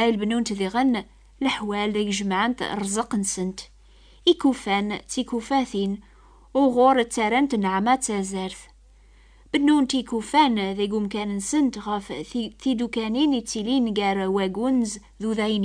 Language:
Kabyle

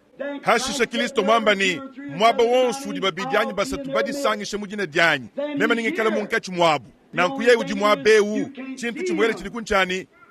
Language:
Luba-Lulua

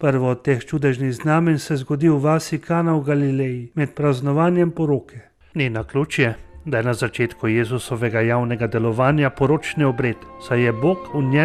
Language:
Slovenian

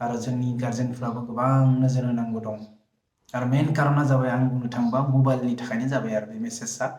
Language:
Bodo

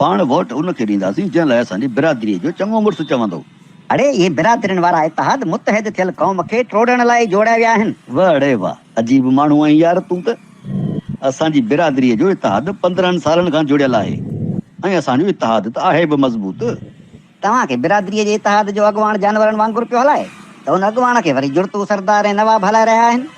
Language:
Sindhi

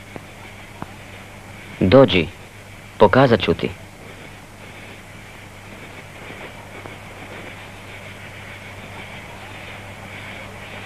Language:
Croatian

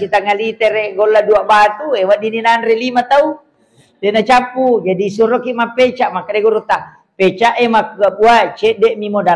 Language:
Buginese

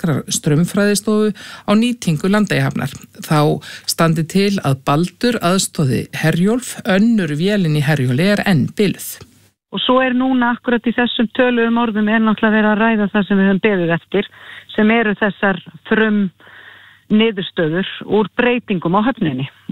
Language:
Icelandic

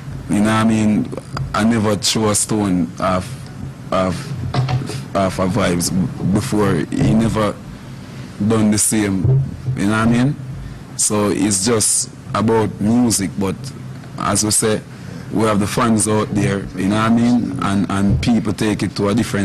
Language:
Jamaican Creole English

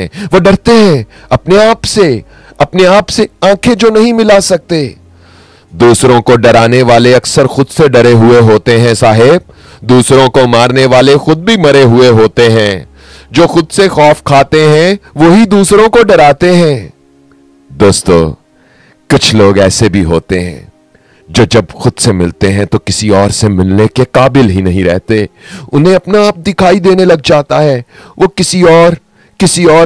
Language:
Hindi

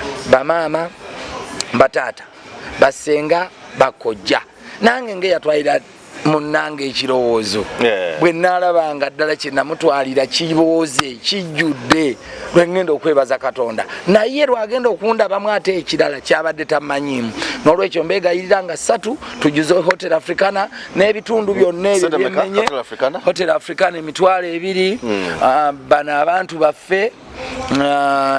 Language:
Ganda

